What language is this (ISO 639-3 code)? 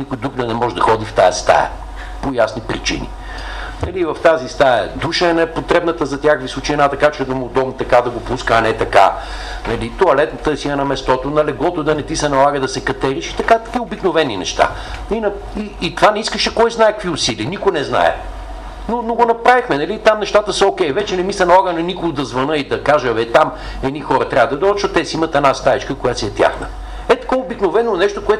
bul